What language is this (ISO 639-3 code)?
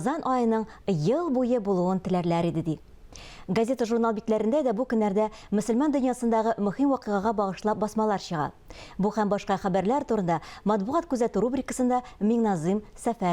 tat